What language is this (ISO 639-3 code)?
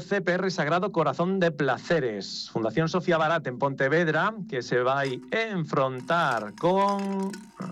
glg